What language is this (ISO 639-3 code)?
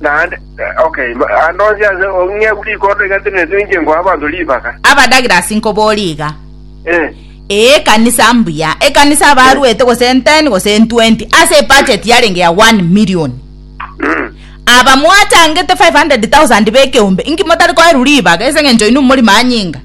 guz